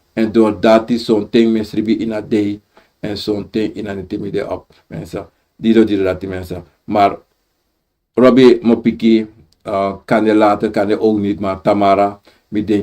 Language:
Sranan Tongo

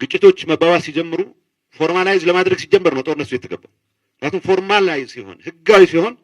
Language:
Amharic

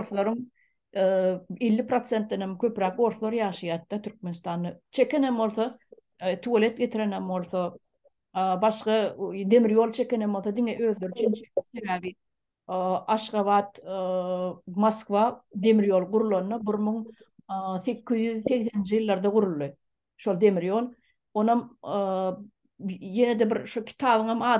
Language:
Turkmen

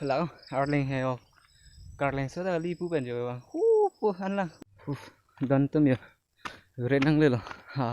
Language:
Karbi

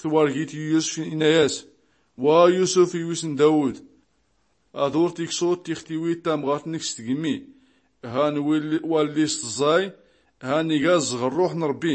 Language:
Tachelhit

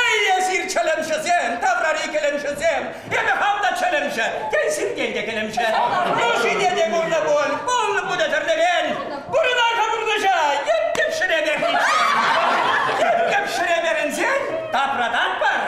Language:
Chuvash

